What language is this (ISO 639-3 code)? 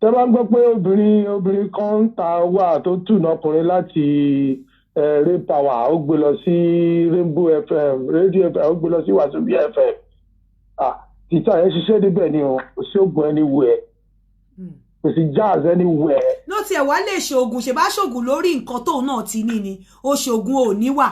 yor